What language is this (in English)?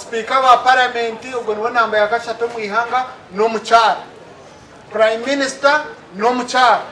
Nyankole